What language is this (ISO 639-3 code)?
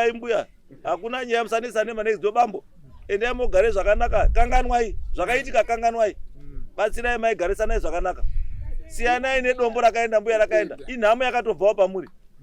sna